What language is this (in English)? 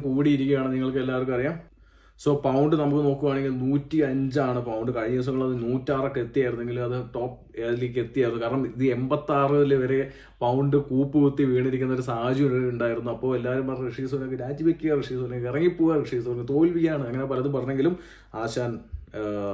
Malayalam